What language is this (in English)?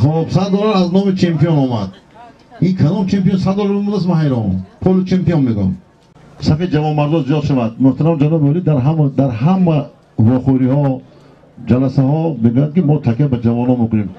Tajik